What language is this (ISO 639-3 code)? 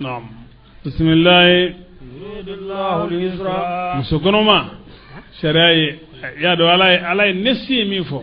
bam